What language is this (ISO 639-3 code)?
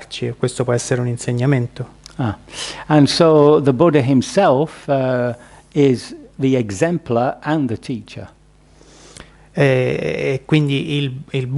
ita